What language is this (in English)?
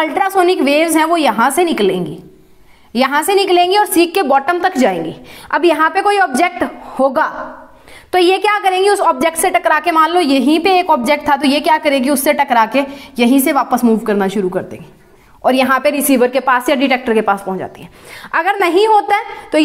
Hindi